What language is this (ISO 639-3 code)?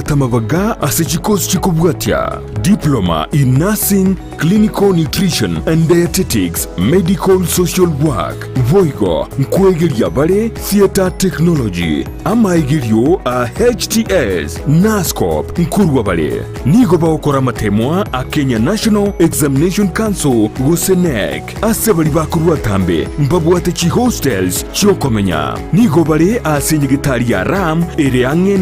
guz